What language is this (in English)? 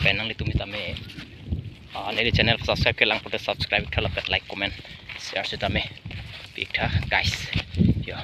Karbi